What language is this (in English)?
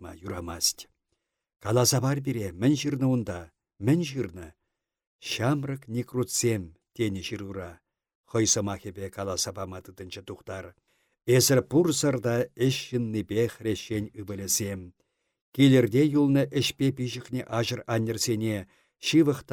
Chuvash